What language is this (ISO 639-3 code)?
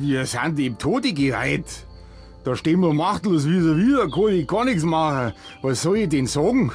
bar